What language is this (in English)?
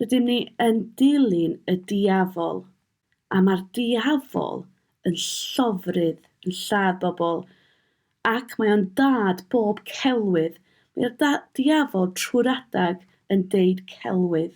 Welsh